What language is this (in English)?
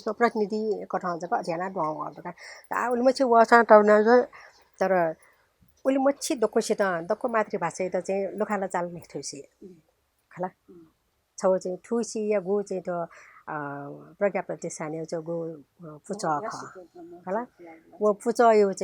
Newari